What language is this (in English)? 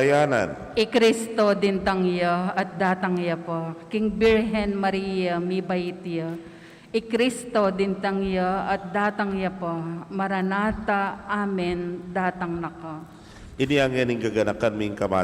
Pampanga